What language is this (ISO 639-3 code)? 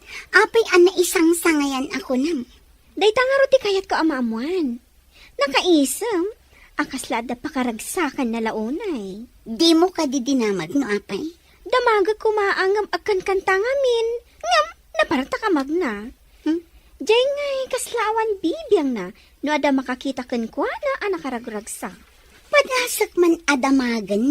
ilo